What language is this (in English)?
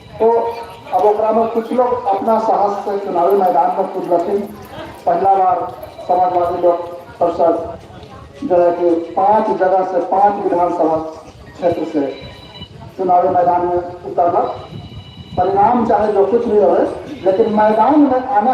Magahi